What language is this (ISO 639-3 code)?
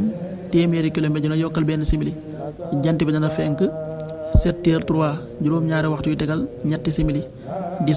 wol